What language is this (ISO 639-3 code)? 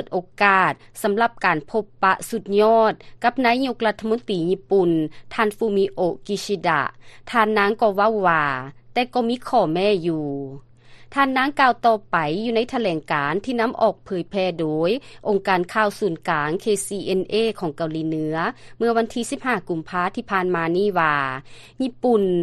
lao